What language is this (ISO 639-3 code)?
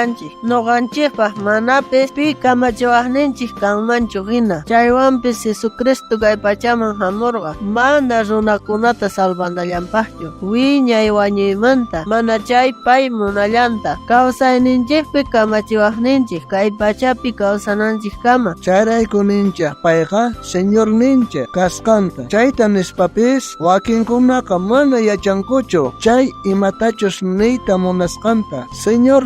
quh